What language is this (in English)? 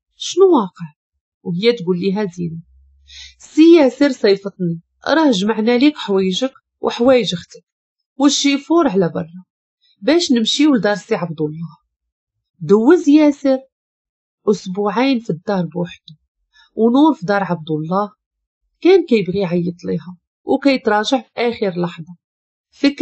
Moroccan Arabic